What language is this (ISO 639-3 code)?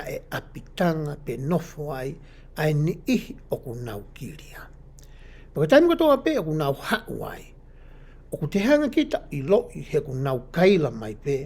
ton